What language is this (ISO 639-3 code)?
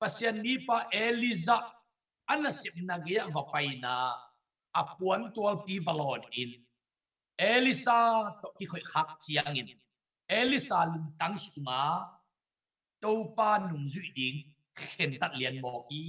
ctd